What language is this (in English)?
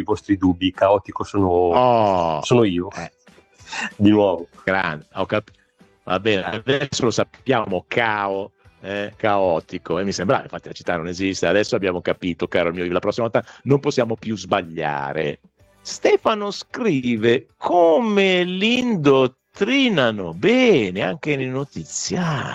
Italian